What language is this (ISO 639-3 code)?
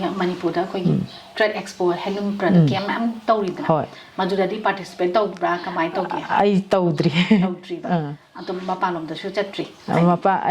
mni